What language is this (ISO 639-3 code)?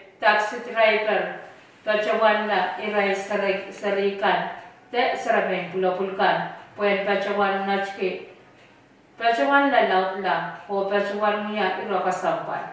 pon